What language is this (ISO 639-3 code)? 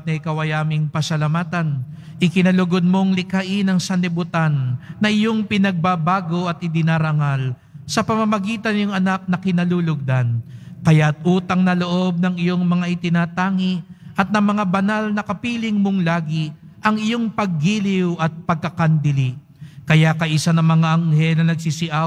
fil